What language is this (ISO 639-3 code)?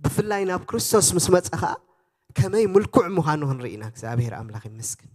tir